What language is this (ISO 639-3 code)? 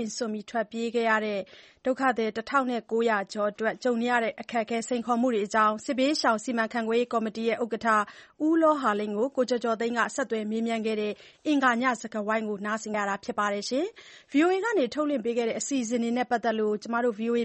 mya